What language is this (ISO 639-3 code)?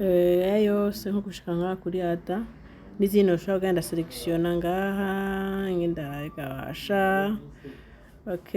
run